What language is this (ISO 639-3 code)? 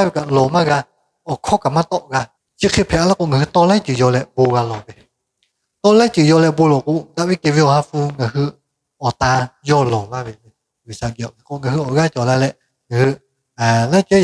lhu